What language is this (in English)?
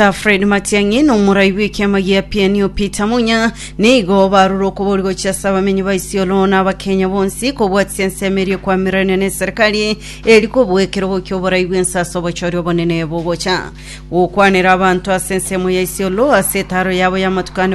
Gusii